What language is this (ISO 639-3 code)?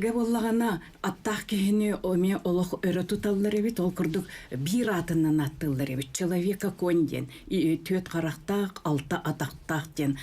sah